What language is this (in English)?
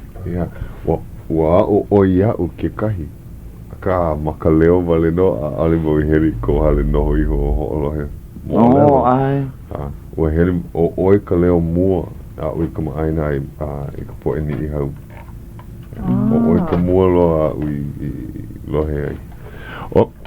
Hawaiian